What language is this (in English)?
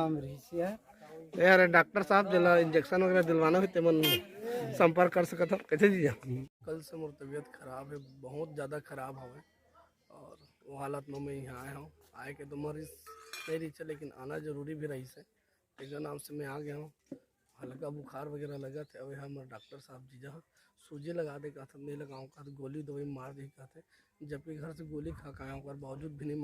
Chhattisgarhi